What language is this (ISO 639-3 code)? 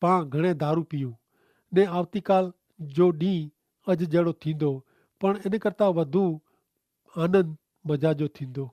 kfr